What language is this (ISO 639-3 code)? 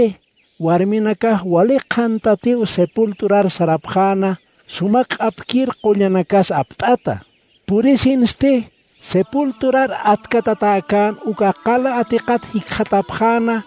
aym